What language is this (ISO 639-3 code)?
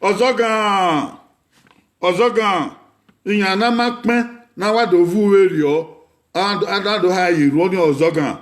bin